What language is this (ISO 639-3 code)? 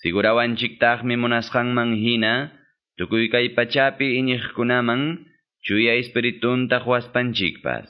que